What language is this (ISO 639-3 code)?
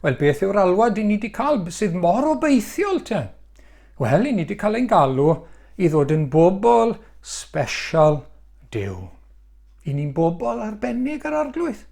cym